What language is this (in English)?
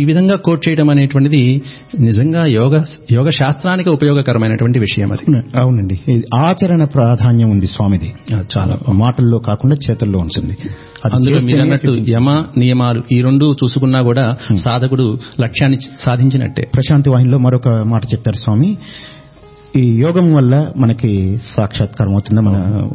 Telugu